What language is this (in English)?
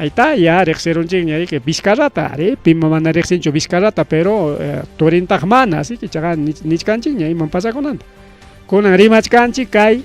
Ayacucho Quechua